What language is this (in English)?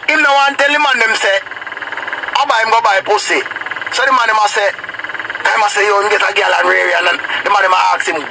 Jamaican Creole English